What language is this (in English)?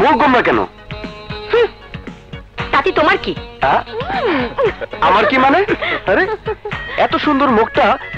Bangla